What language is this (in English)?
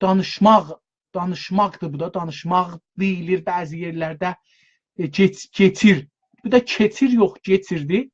South Azerbaijani